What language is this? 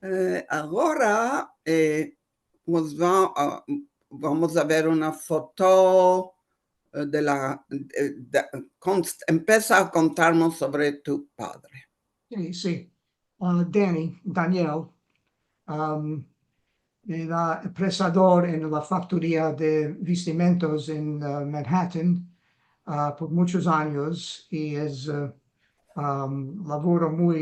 Ladino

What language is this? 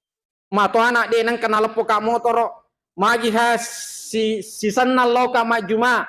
Buginese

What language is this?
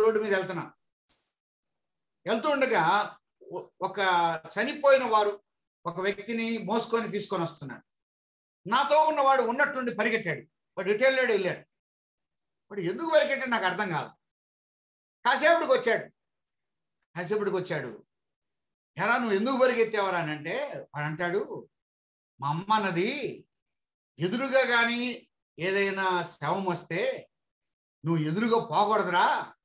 Telugu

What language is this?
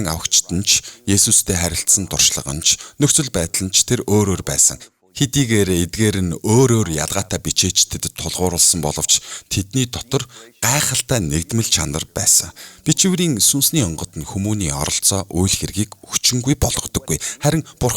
Mongolian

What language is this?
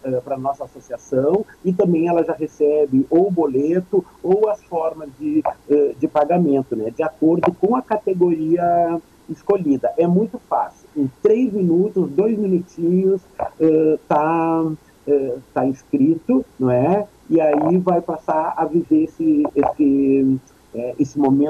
Portuguese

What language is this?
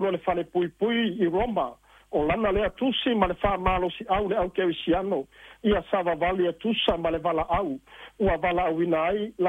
Samoan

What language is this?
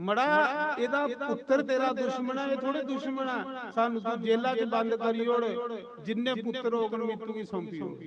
Dogri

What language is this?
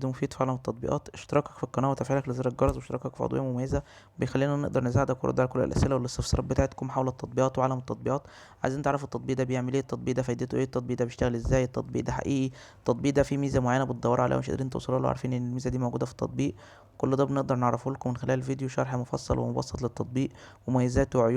Egyptian Arabic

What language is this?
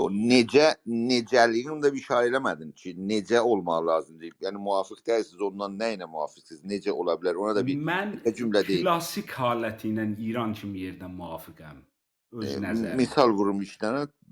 South Azerbaijani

